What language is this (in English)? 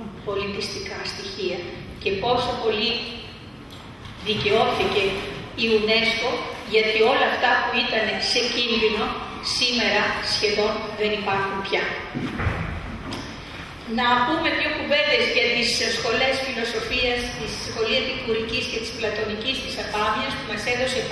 Greek